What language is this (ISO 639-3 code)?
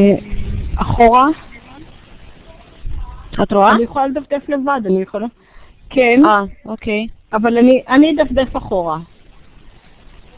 heb